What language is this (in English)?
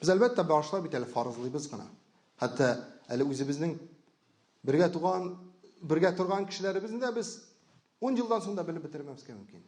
Tatar